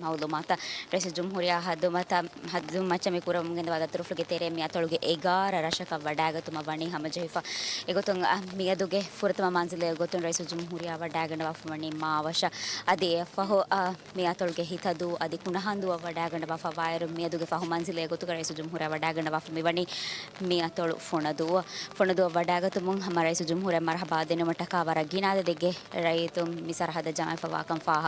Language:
Divehi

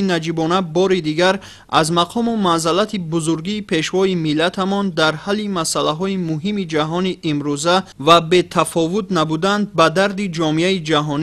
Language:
Tajik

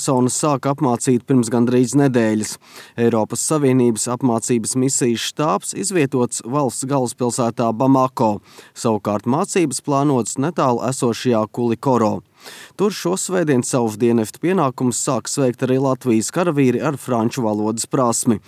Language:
Latvian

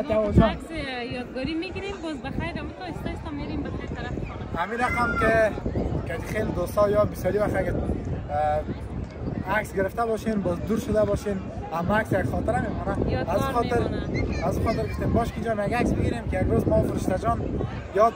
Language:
Persian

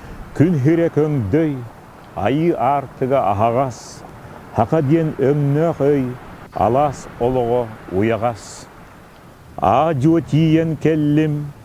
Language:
Yakut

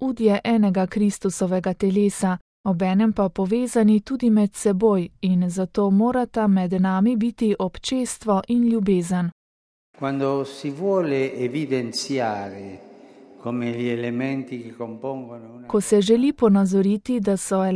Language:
Slovenian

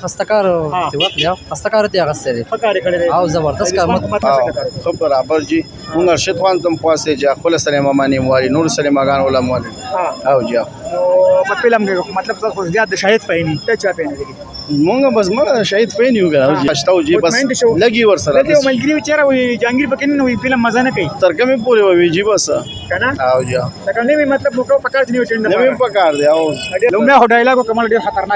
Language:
Pashto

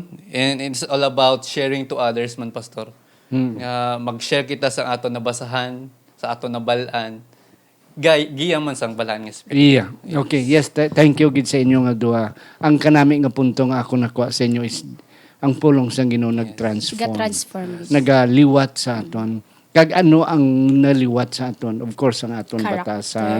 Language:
Hiligaynon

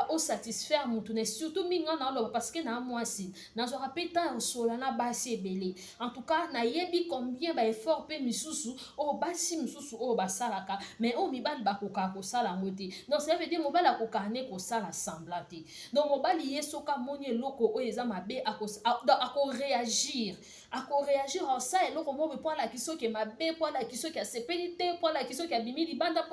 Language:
Lingala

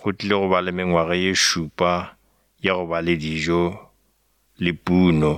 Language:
Northern Sotho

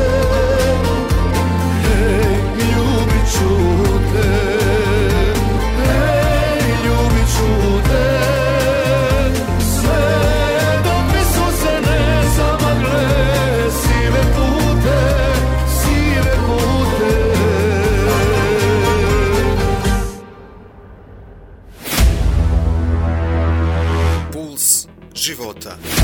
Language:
Bosnian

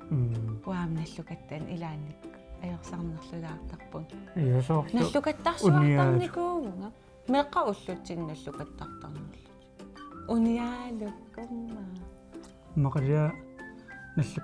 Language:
Kalaallisut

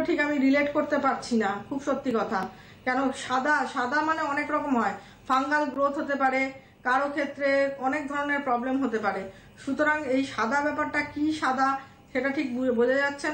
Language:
Bangla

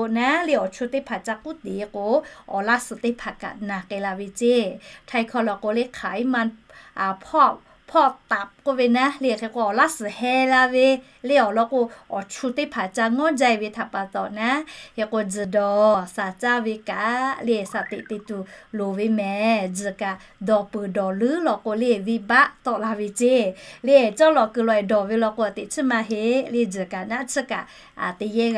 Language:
Lahu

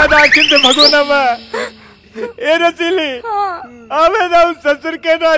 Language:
Bhojpuri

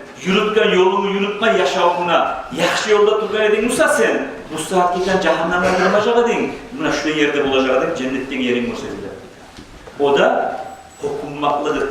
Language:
Kumyk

